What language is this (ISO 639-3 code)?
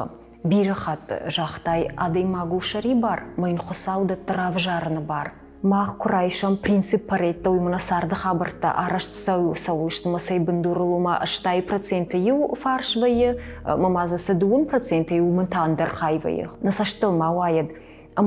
oss